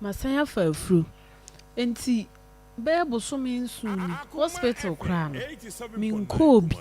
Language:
Akan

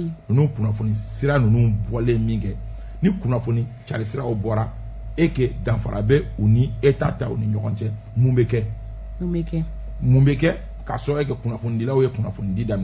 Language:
Bambara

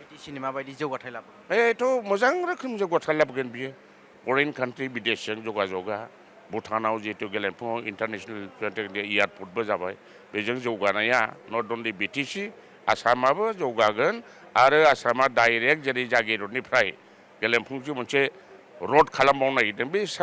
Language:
Bodo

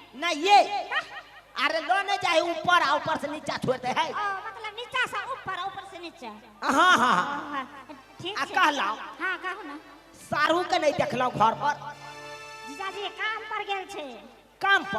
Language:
Maithili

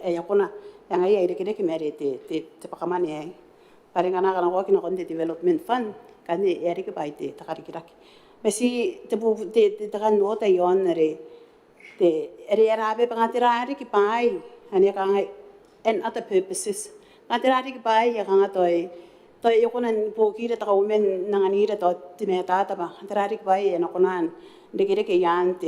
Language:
Gilbertese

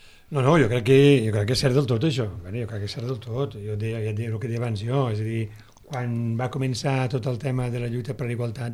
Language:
Catalan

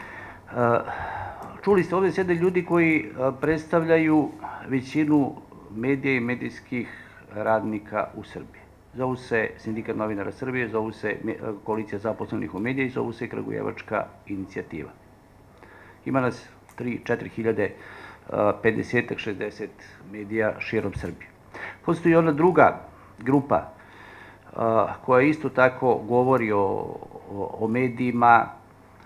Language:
Serbian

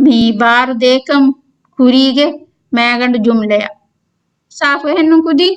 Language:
Divehi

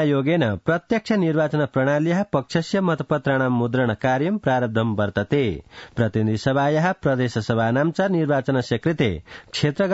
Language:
Sanskrit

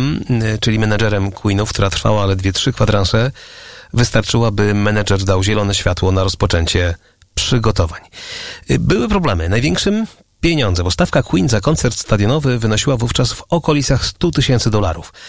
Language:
Polish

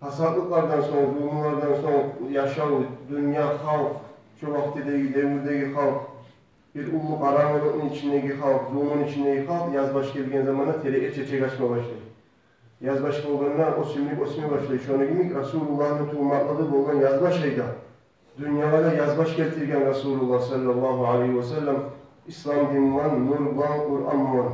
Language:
Kumyk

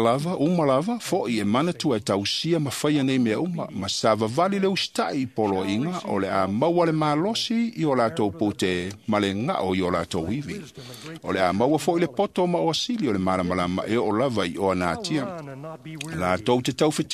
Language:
Samoan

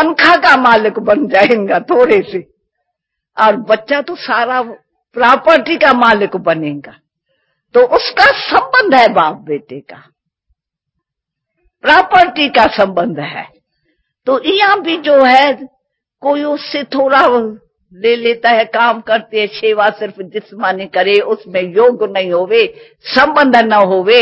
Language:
Hindi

